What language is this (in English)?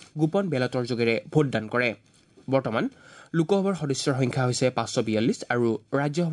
Assamese